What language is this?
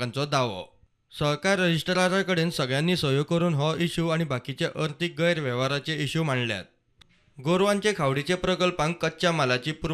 Konkani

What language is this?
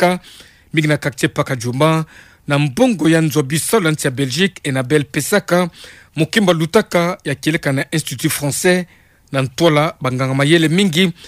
Kituba (Democratic Republic of Congo)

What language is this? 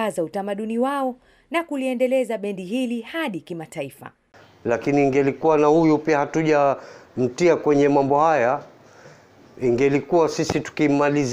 Swahili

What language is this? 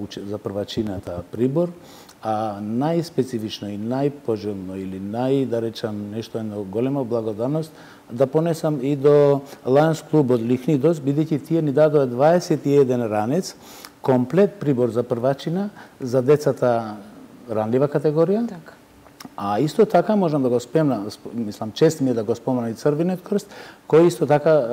Macedonian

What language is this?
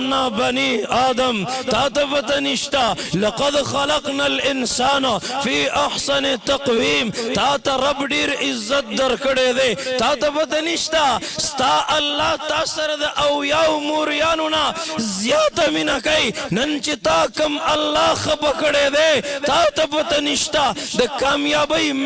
Pashto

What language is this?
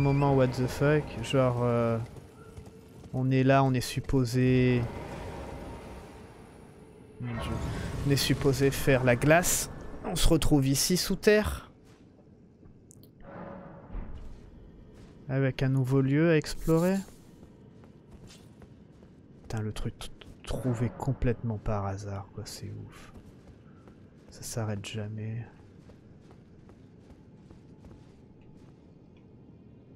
French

